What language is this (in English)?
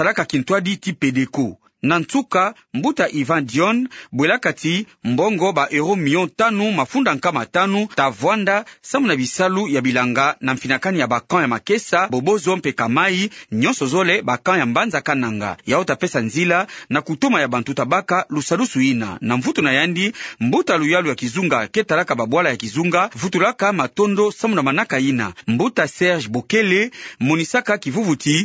Kituba (Democratic Republic of Congo)